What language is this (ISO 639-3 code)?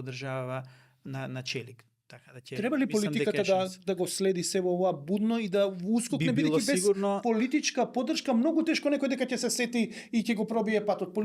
mkd